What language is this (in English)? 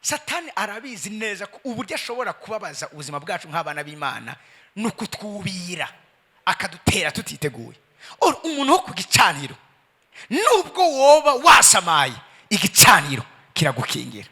Rundi